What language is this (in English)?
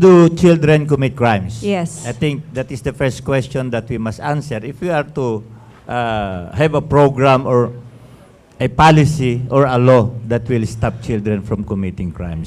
Cebuano